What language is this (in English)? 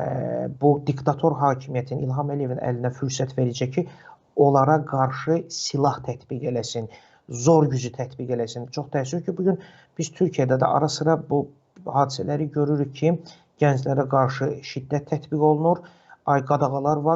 Azerbaijani